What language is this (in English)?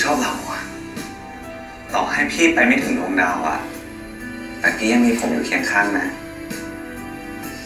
Thai